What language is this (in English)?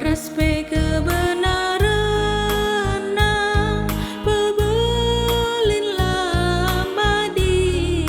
Batak Karo